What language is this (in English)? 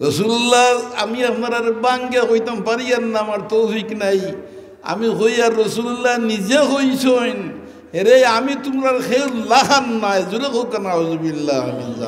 Sylheti